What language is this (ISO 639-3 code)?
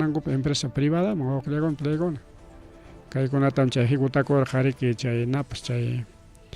quy